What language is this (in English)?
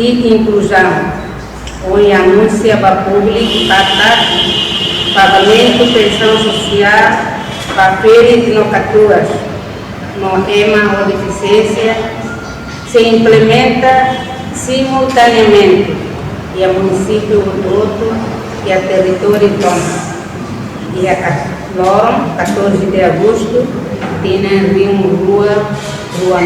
Tetum